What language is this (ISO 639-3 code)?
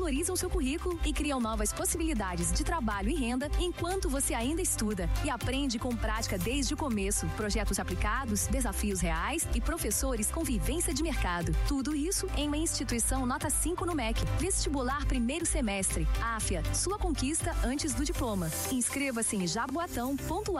por